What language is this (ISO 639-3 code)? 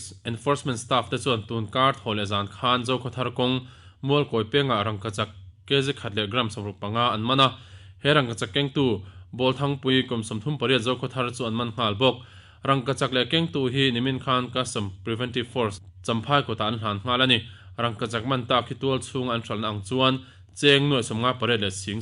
lus